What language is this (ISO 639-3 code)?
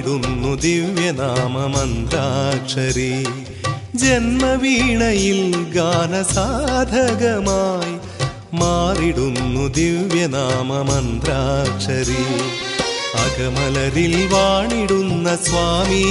mal